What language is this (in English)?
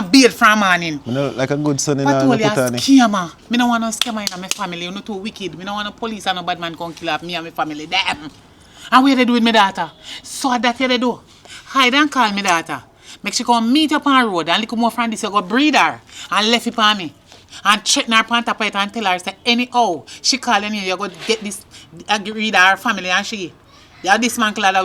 Jamaican Creole English